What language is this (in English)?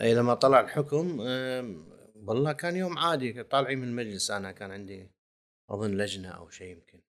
Gulf Arabic